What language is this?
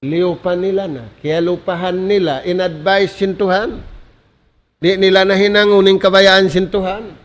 Tausug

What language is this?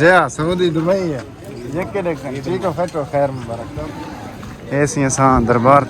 Saraiki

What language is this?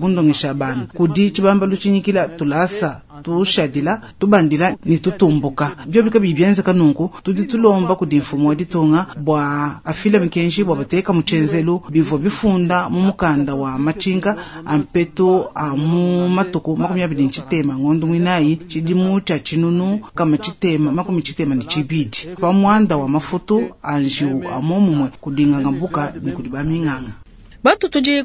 Luba-Lulua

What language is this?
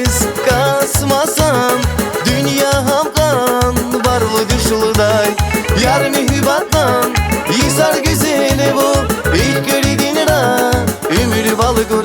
Tabassaran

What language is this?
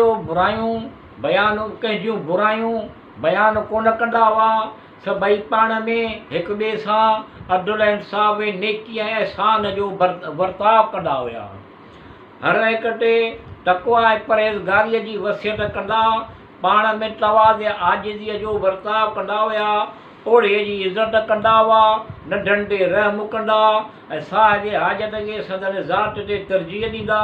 Sindhi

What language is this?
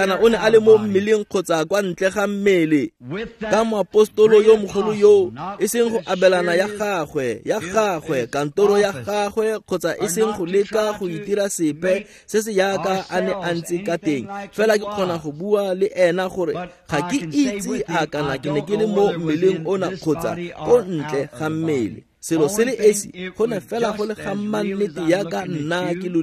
Tswana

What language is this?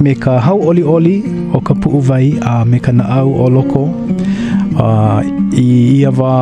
Hawaiian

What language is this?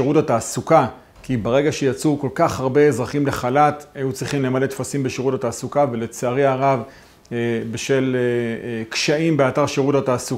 Hebrew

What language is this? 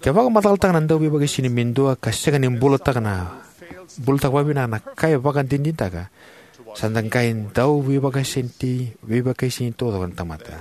Fijian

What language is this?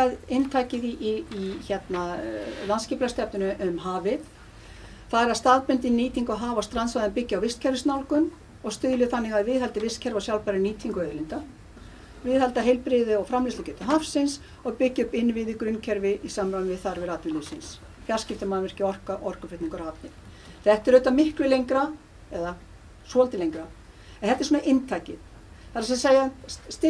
Icelandic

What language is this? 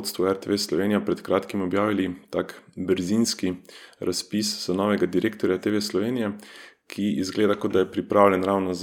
Slovenian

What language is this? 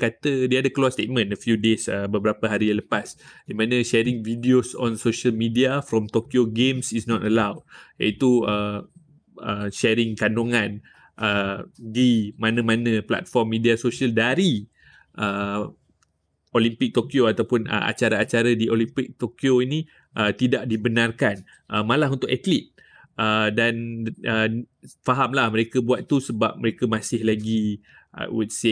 Malay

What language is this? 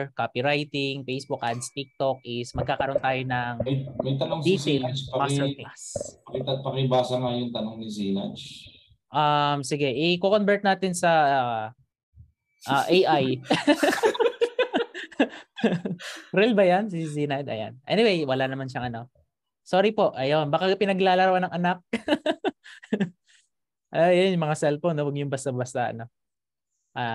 Filipino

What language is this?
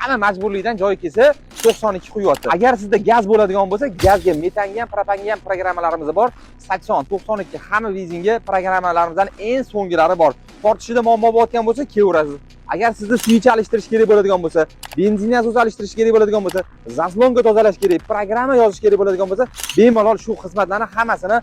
Uzbek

